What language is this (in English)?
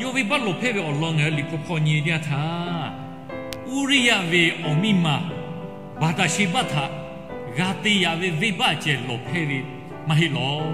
Lahu